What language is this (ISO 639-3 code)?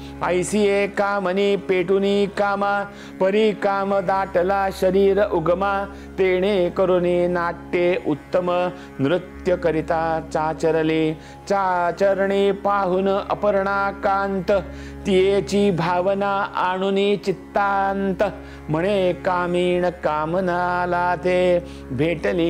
mar